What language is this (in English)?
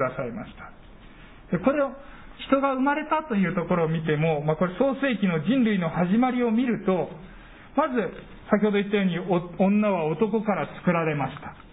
Japanese